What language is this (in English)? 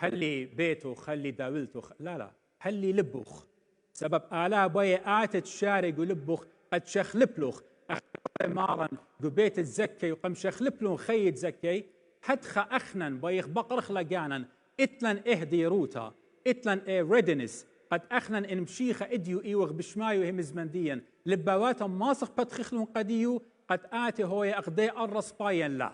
Assyrian Neo-Aramaic